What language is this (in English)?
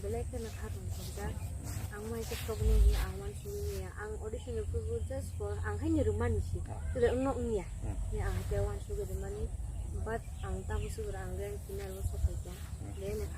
Kok Borok